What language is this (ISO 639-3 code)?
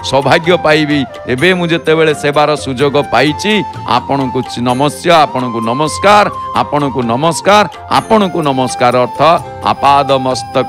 ori